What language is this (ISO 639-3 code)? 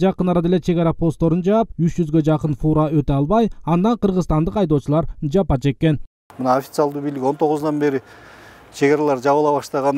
kir